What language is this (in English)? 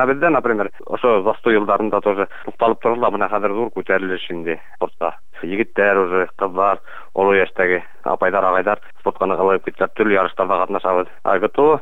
Bashkir